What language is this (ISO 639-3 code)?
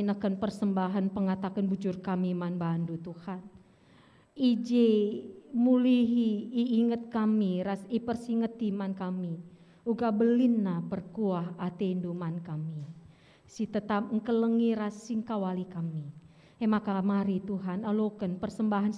btx